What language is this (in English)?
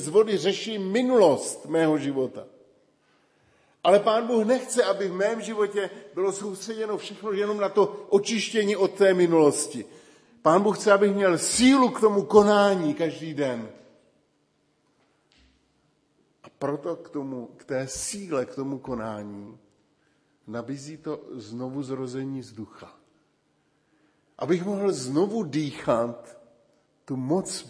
Czech